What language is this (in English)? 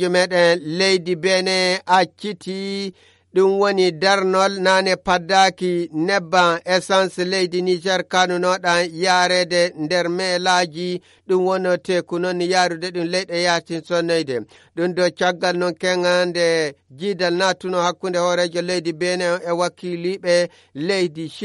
Nigerian Fulfulde